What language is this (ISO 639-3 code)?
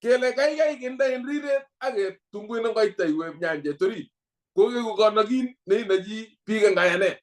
kln